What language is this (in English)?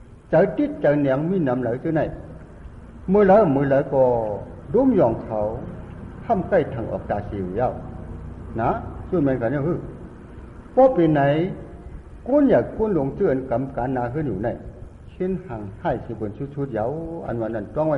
Shan